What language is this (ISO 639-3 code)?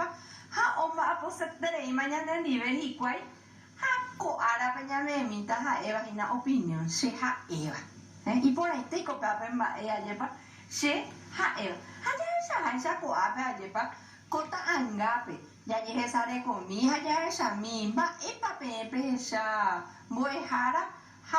grn